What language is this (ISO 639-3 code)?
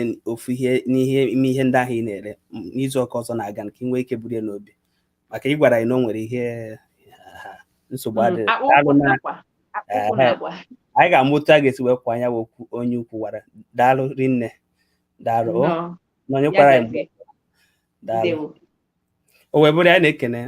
ibo